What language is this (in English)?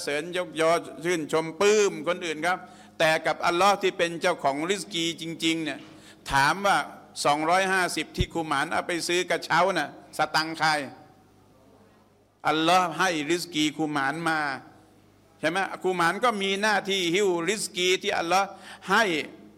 Thai